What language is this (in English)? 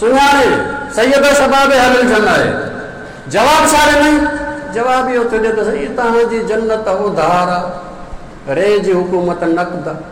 Sindhi